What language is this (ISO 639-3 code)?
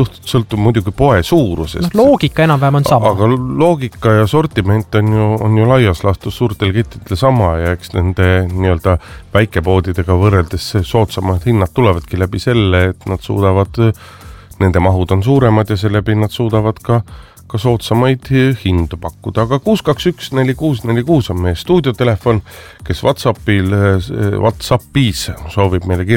est